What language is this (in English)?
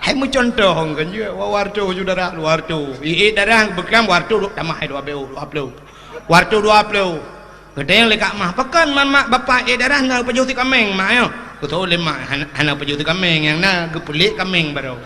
Achinese